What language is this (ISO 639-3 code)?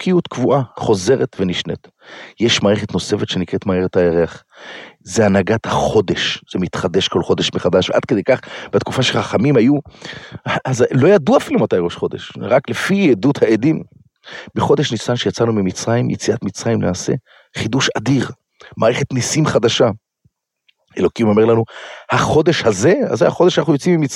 heb